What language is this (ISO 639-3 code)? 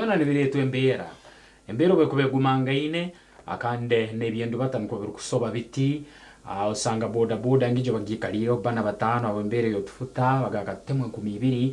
nyn